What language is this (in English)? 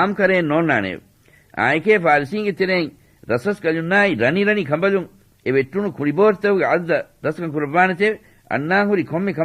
Divehi